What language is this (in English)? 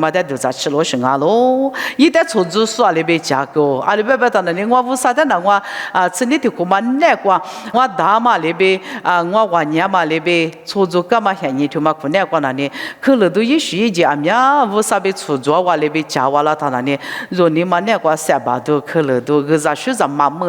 Lisu